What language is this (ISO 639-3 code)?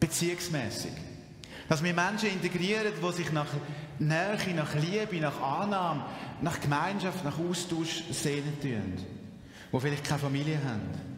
gsw